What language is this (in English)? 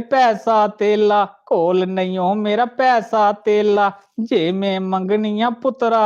Dogri